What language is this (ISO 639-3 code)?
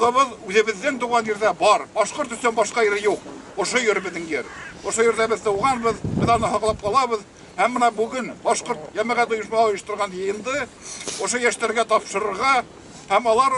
bak